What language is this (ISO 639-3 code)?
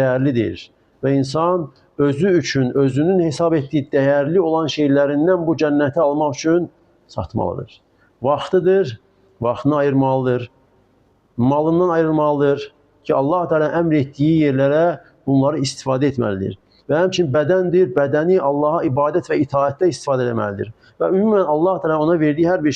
aze